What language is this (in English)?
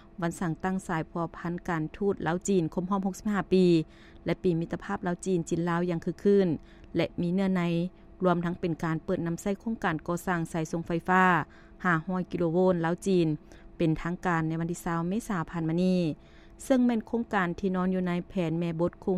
Lao